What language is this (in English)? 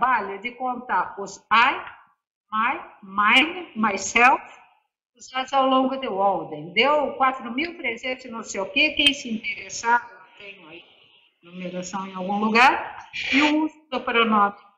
Portuguese